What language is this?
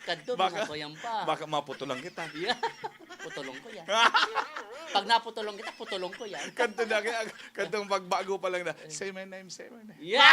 Bikol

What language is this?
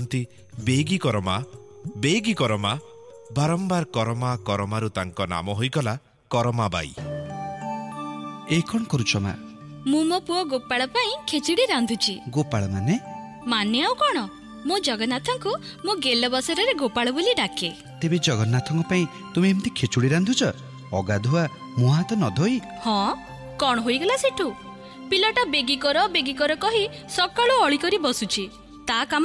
Odia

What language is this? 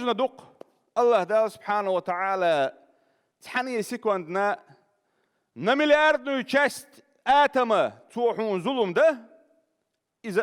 Chechen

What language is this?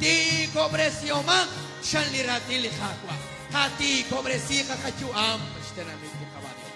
Kekchí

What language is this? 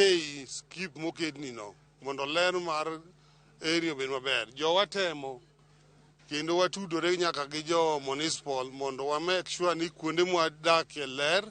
Luo (Kenya and Tanzania)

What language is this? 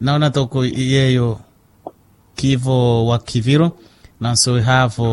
Makhuwa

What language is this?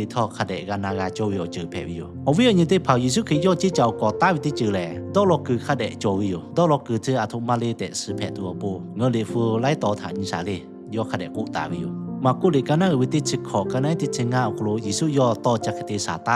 Lahu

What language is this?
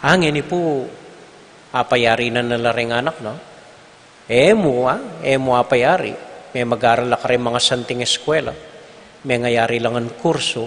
Pampanga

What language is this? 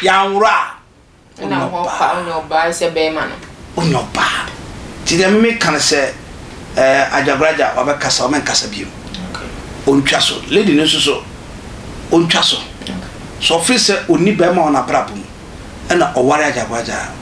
Akan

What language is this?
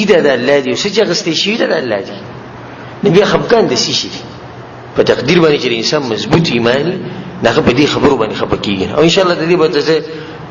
Pashto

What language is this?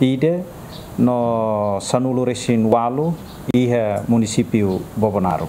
Tetum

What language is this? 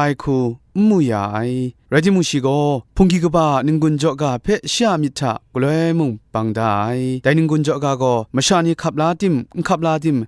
Kachin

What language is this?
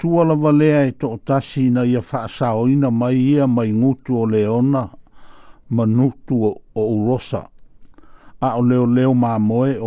Samoan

